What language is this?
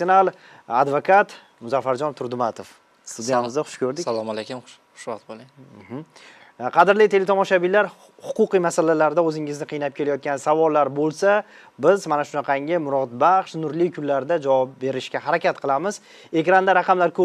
Uzbek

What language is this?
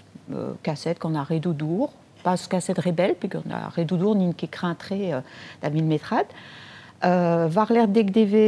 Breton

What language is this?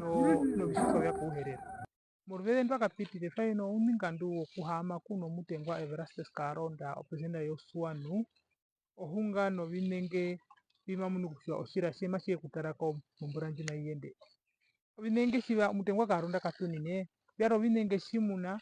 Herero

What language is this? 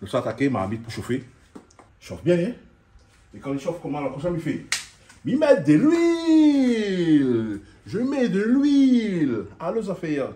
Réunion Creole French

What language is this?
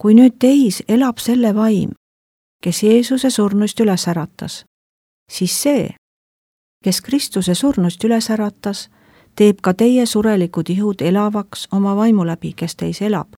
Estonian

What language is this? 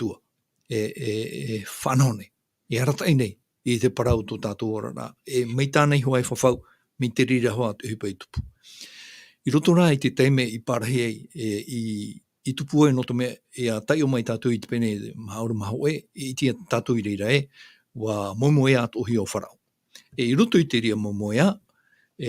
Tahitian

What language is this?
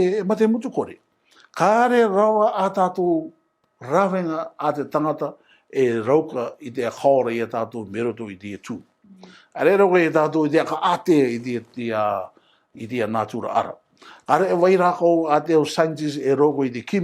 Rarotongan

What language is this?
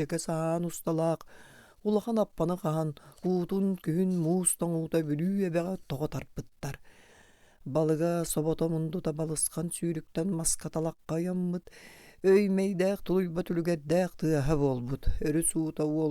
Yakut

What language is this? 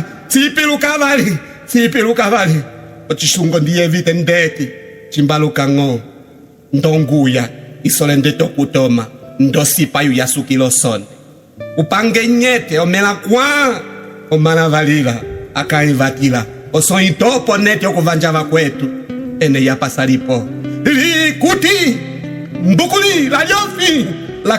Umbundu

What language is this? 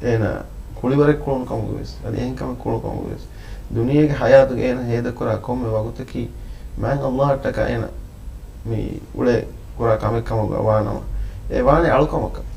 Divehi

